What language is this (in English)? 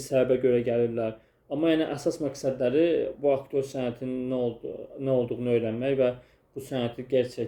Azerbaijani